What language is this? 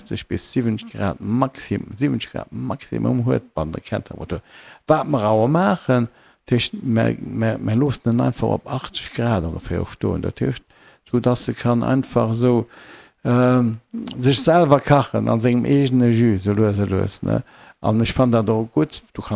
Luxembourgish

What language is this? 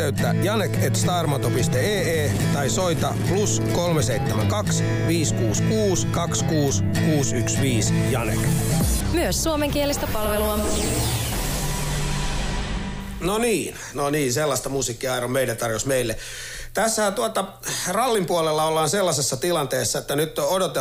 Finnish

